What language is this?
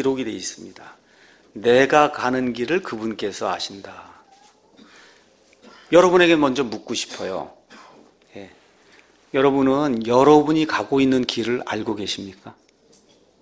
Korean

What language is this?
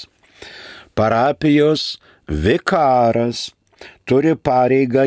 Lithuanian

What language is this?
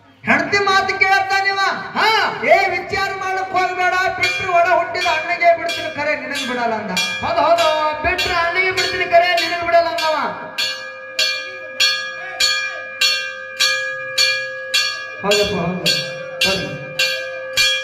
Kannada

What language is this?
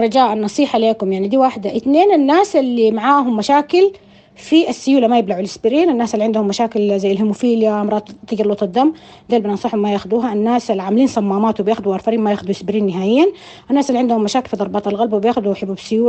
Sudanese Arabic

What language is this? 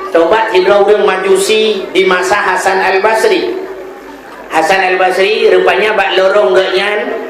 Achinese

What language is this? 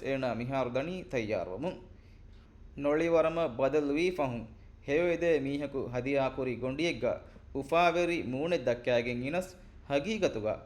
Divehi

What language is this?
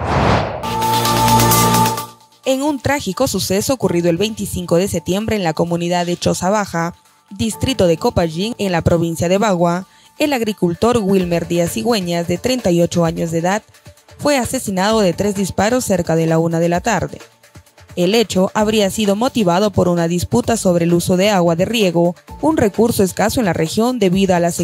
Spanish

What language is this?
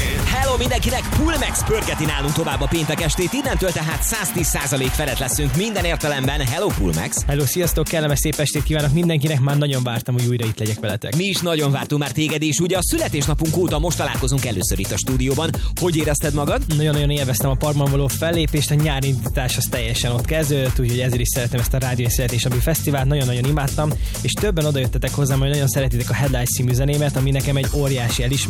Hungarian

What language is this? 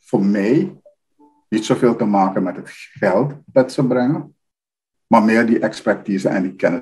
Dutch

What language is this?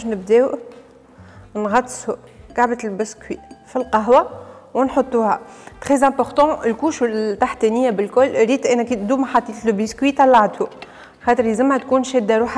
Tunisian Arabic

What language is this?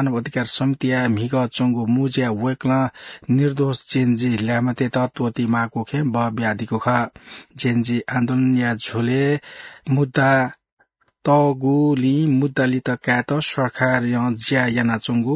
Newari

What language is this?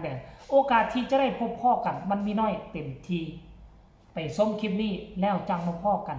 Northeastern Thai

